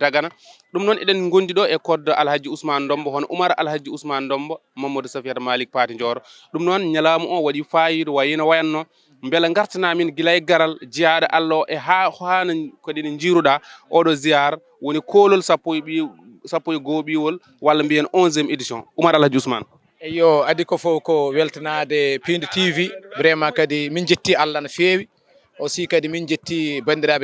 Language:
Fula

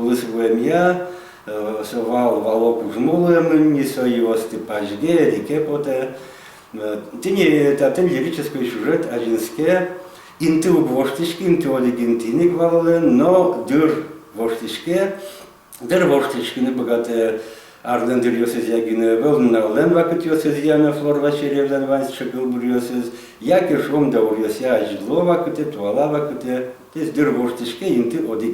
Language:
Udmurt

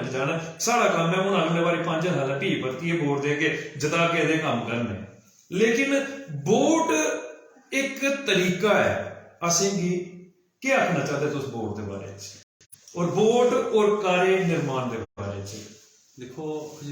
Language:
Dogri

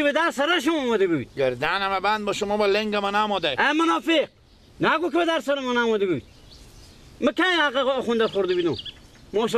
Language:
Persian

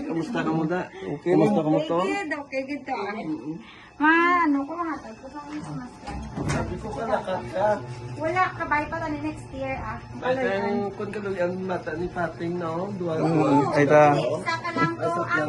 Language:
Hiligaynon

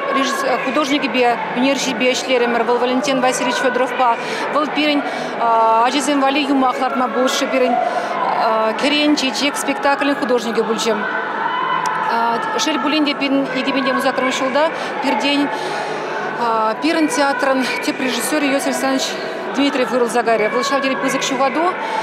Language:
Chuvash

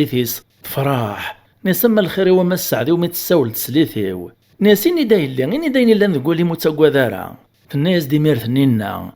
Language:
Kabyle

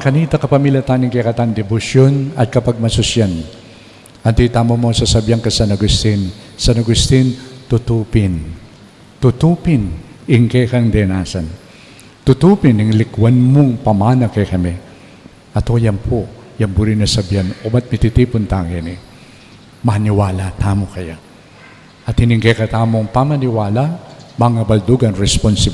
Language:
Pampanga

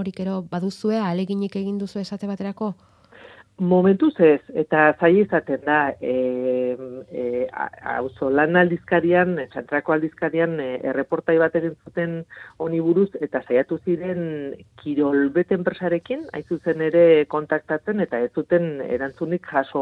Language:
Basque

